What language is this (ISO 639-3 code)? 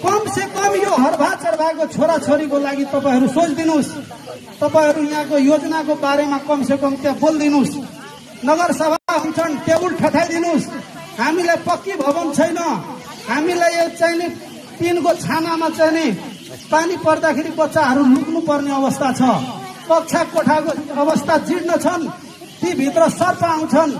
nep